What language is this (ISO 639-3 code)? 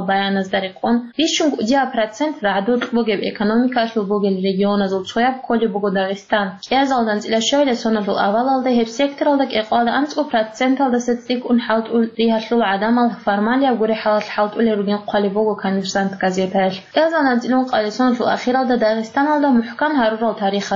ava